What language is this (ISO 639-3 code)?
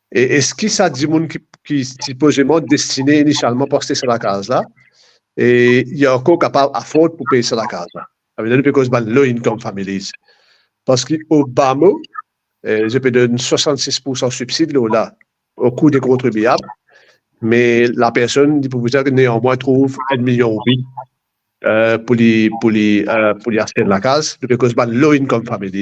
mfe